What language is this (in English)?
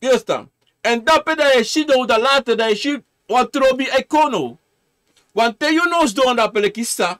Sranan Tongo